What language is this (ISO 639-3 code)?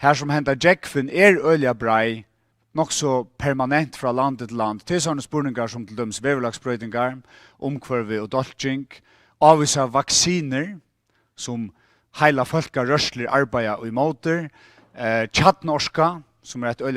fao